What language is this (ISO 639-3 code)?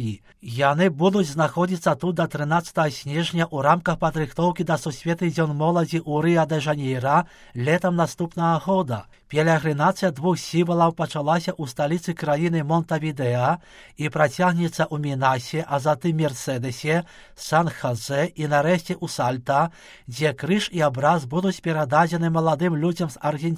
bel